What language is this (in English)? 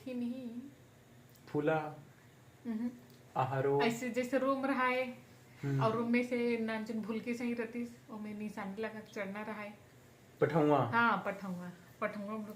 Chhattisgarhi